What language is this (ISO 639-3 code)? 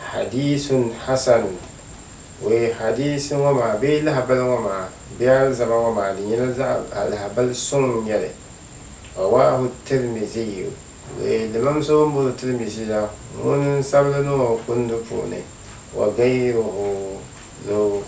dag